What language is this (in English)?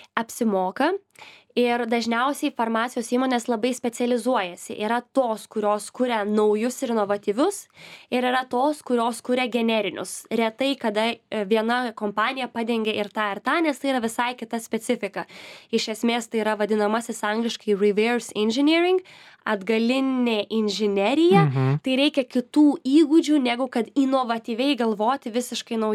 Lithuanian